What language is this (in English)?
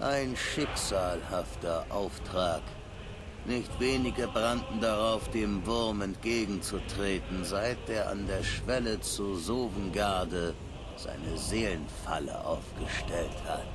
Bavarian